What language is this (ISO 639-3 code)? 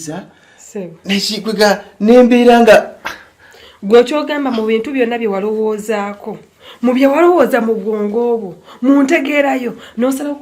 lug